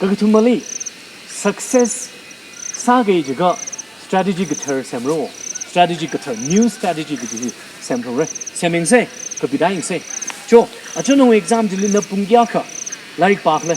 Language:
Tangkhul Naga (India)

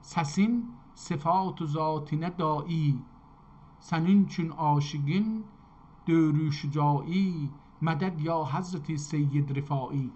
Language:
South Azerbaijani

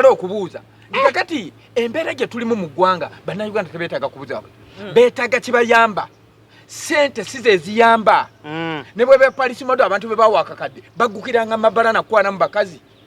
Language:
Ganda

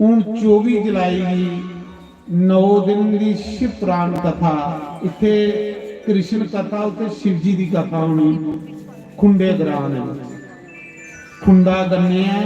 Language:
Dogri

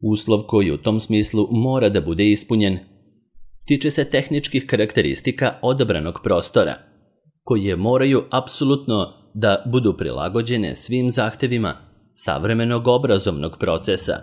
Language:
Serbian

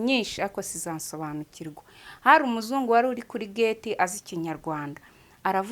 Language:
Kinyarwanda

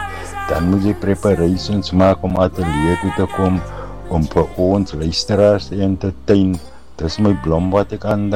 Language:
Afrikaans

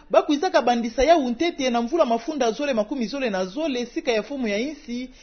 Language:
Kituba (Democratic Republic of Congo)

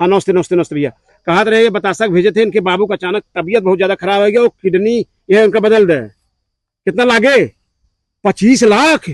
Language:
Awadhi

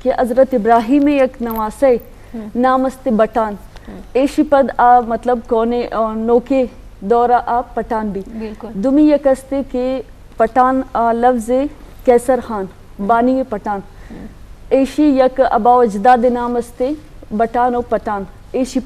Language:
Eastern Balochi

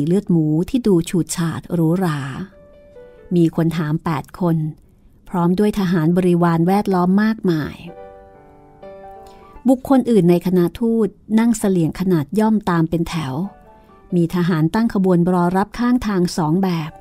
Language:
Thai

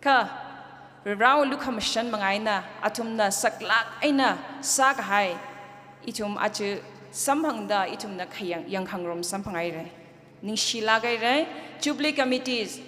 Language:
Tangkhul Naga (India)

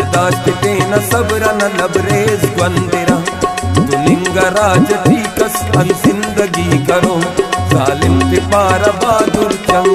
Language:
Brahui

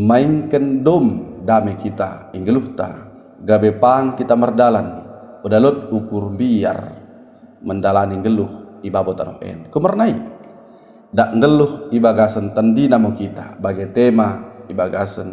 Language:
Batak Dairi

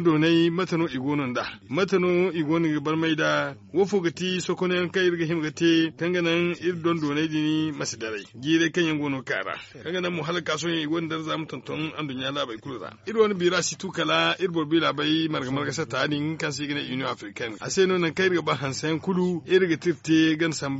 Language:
Zarma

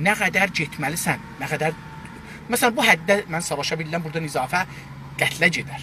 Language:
South Azerbaijani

